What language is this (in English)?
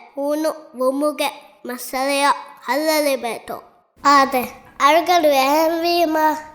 Divehi